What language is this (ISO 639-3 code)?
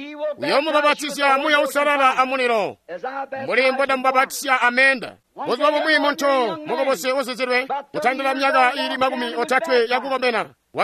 toi